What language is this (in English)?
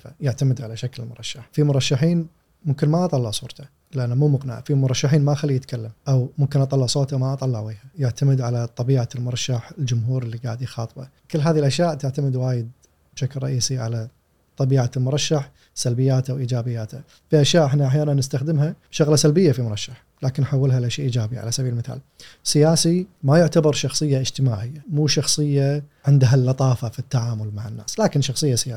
Gulf Arabic